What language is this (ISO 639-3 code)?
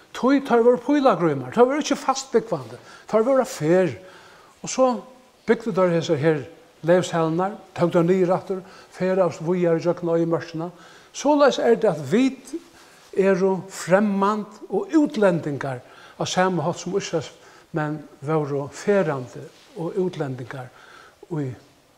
fao